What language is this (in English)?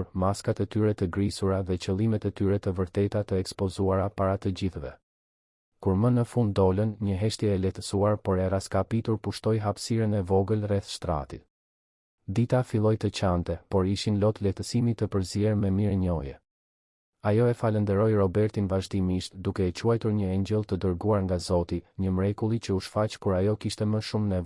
Albanian